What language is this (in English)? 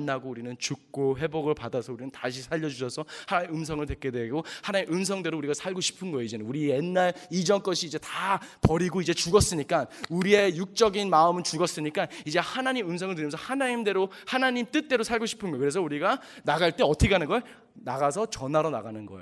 Korean